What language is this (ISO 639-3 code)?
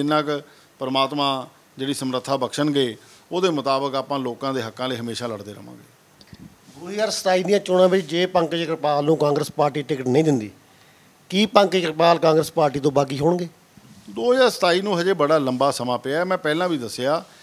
pan